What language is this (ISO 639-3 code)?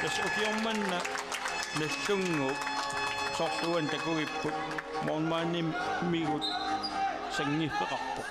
kal